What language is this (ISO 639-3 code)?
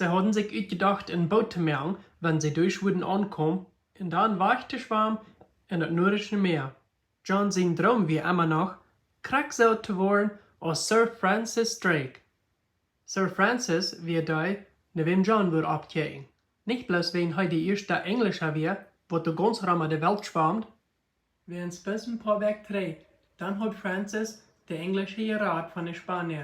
pdt